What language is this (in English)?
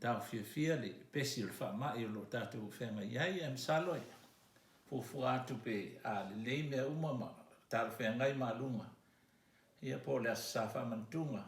Samoan